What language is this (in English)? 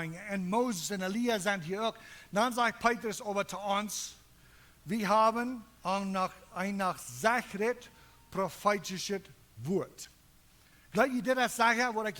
Plautdietsch